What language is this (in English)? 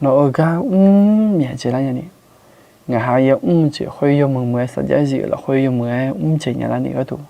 Akha